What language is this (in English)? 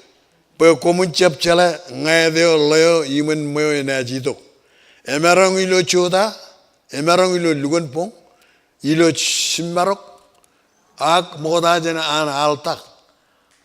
Marshallese